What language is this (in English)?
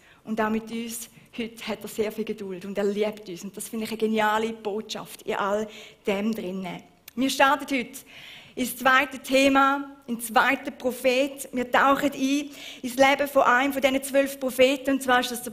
Swiss German